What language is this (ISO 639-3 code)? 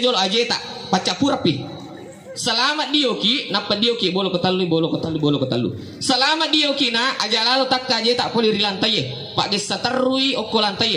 bug